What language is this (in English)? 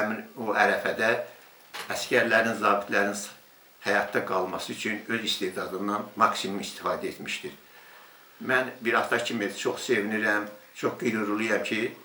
Azerbaijani